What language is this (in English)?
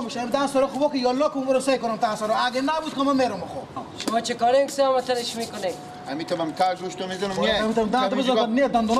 Persian